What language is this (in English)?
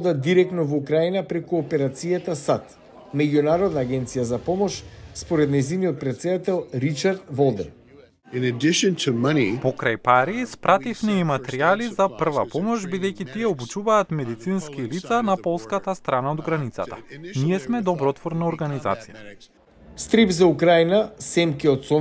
Macedonian